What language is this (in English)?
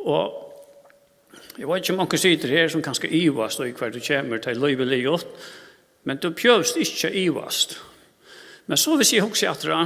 Faroese